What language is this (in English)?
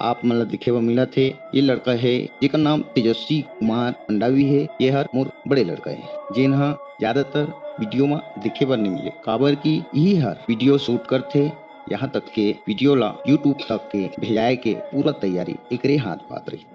Chhattisgarhi